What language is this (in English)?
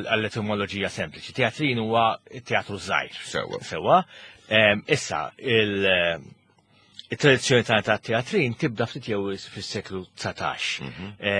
Maltese